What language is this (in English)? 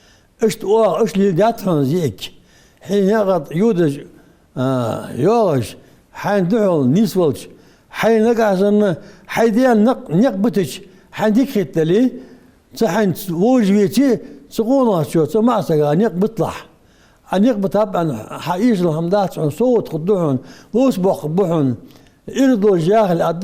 Ingush